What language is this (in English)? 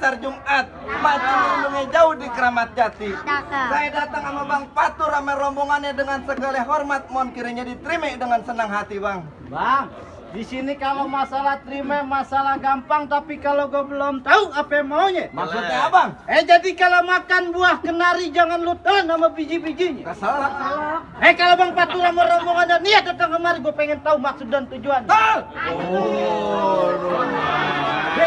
Betawi